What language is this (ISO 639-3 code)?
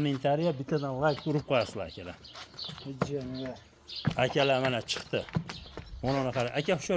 uzb